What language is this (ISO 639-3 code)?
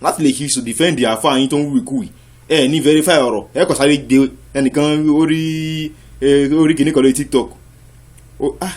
yor